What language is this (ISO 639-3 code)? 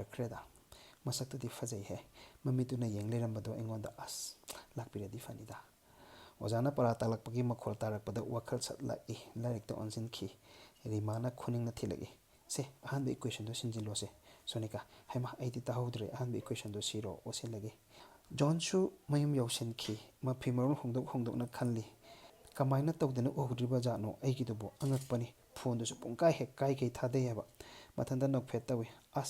mni